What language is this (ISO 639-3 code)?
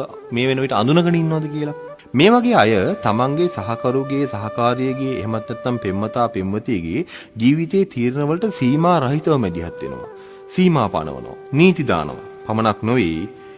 sin